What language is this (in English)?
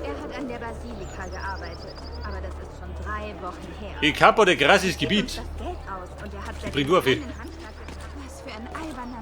Bavarian